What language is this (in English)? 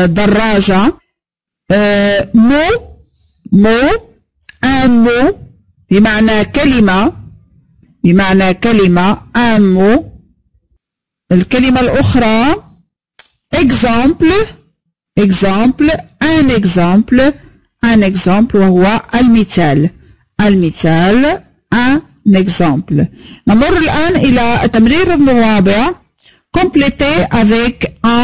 Arabic